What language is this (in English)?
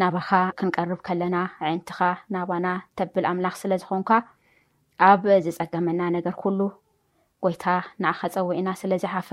Tigrinya